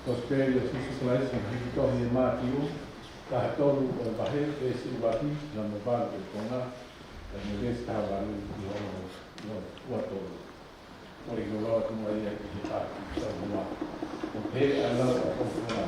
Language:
Tongan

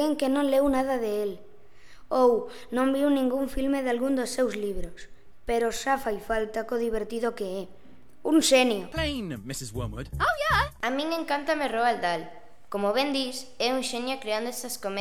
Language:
Galician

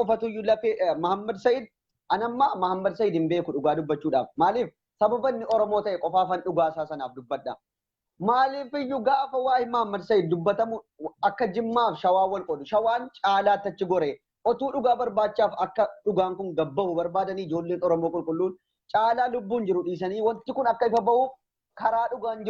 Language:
Oromo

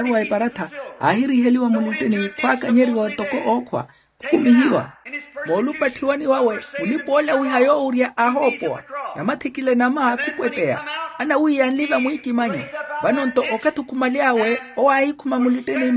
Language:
Makhuwa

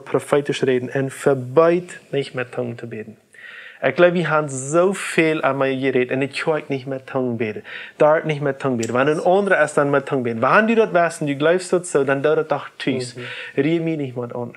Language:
Plautdietsch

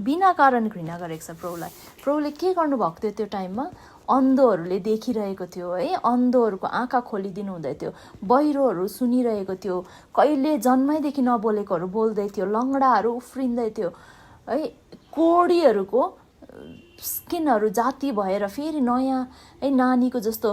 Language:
Nepali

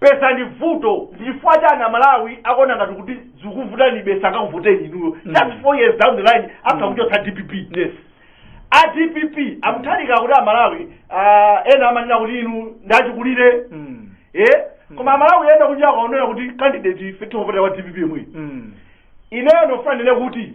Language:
Nyanja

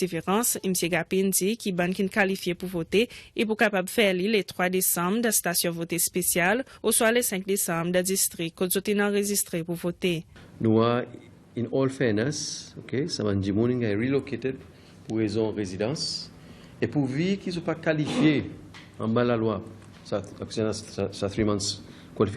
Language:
Seselwa Creole French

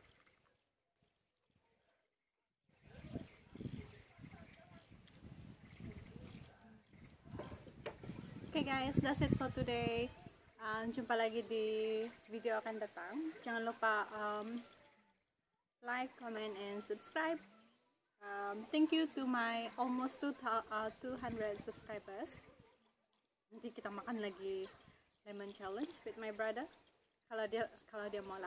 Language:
Malay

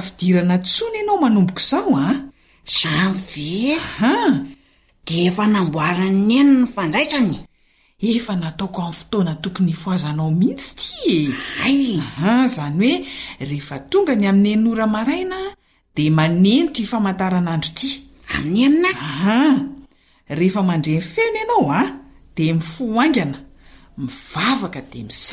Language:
Malagasy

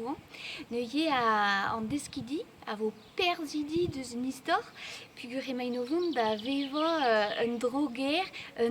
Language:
Breton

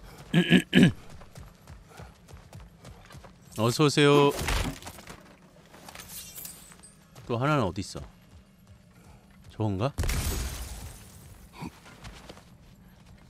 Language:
Korean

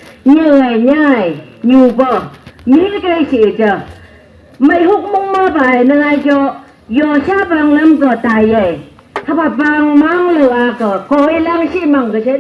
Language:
Phom Naga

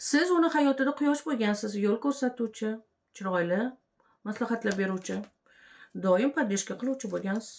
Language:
Uzbek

